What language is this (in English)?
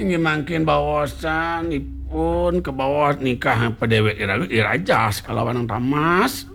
Balinese